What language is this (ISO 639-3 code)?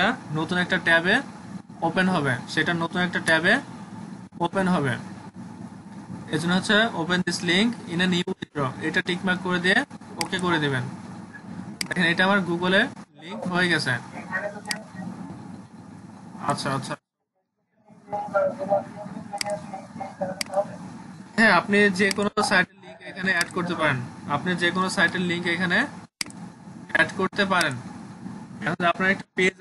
ben